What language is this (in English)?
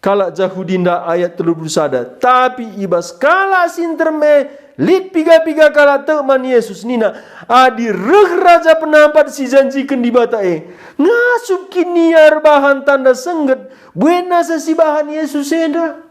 Batak Karo